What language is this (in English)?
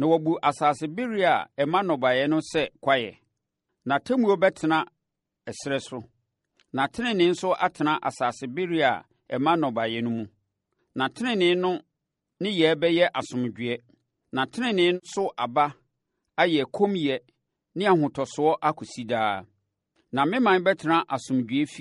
Akan